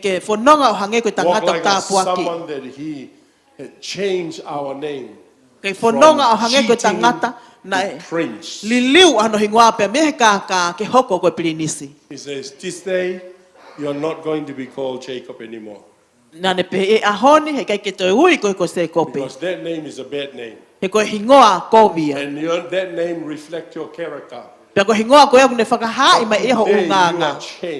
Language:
Tongan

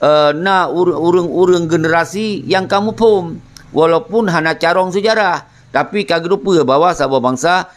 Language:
Achinese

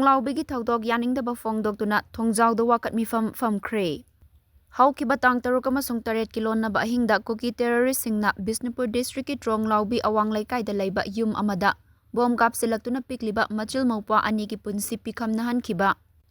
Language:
Manipuri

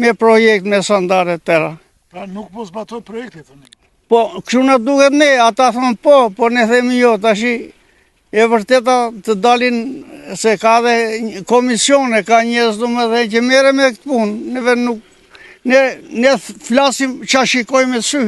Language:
Albanian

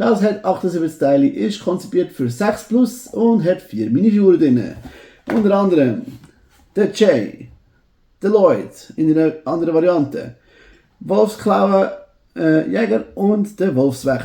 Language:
Swiss German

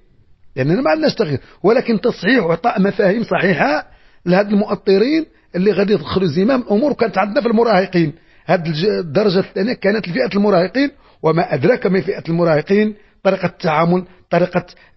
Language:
Moroccan Arabic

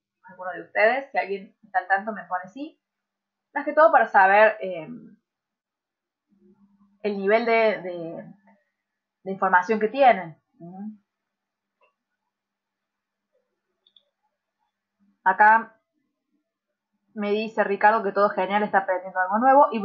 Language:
Spanish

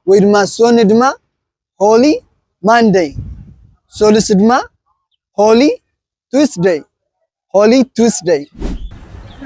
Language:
Tigrinya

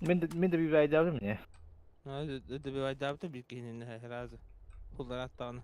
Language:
Yakut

